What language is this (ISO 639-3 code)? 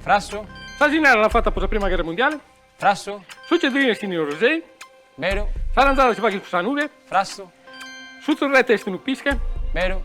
srd